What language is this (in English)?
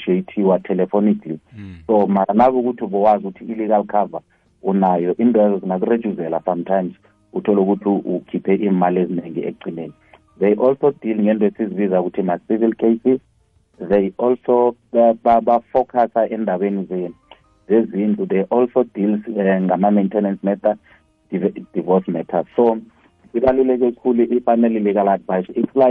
South Ndebele